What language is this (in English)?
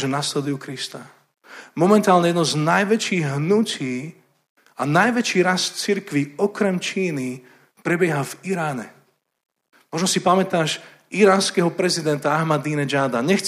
Slovak